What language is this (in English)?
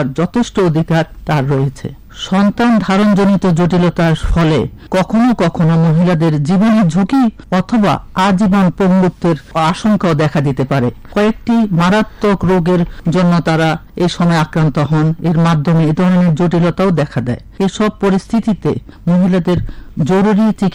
Bangla